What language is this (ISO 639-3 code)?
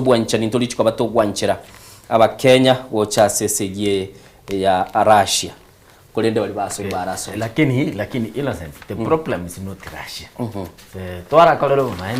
guz